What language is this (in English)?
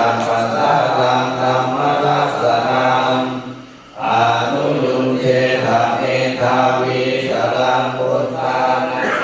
Pali